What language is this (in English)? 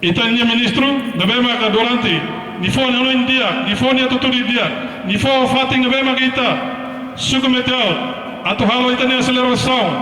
Tetum